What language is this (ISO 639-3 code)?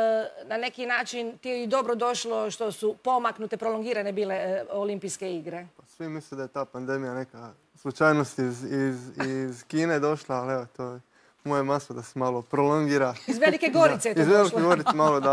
hrv